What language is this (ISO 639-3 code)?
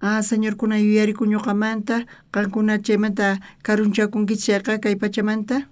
quh